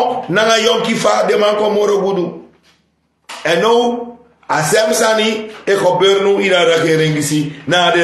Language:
Sranan Tongo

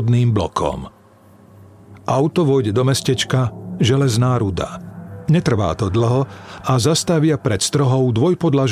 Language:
Slovak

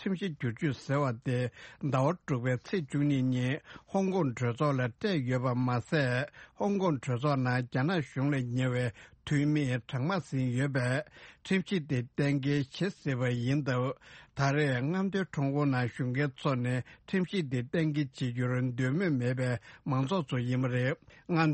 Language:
Tibetan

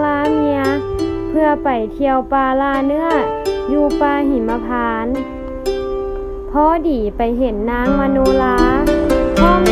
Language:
Lao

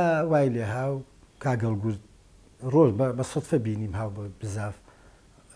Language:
Central Kurdish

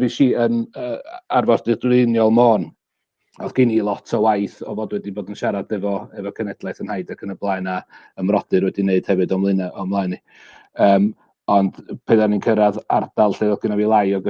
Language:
Welsh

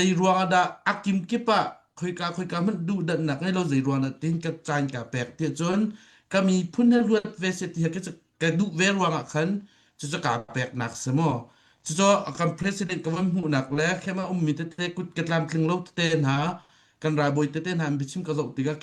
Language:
Hakha Chin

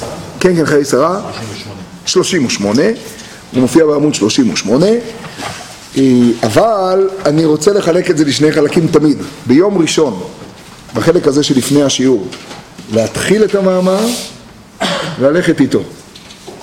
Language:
Hebrew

